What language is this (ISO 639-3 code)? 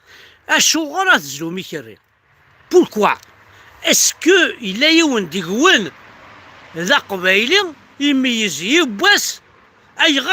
kab